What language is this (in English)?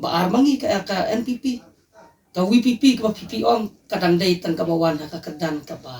Khasi